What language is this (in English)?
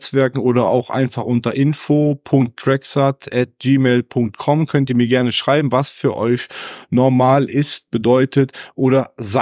German